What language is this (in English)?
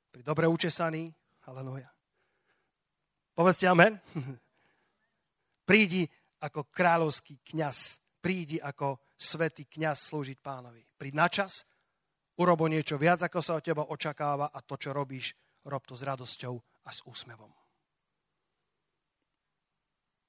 Slovak